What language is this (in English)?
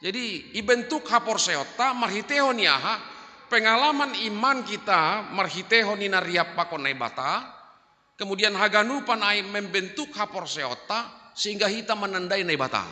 Batak Simalungun